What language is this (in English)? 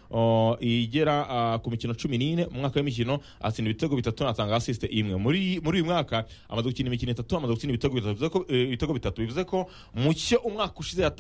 Kinyarwanda